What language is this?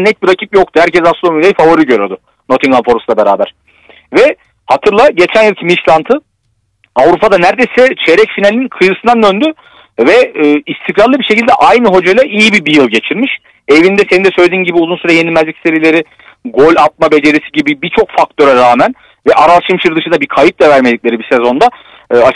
Turkish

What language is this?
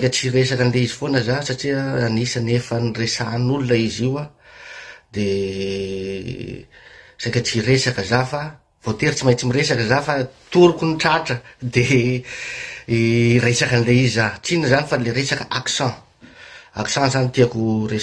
Malagasy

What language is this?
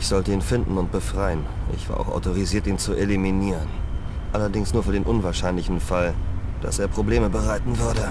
Bavarian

